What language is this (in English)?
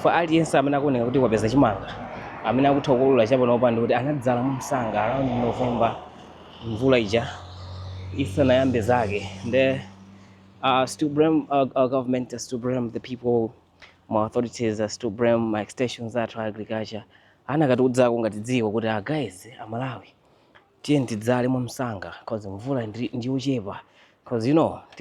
Nyanja